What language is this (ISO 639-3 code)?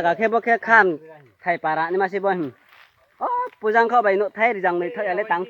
ria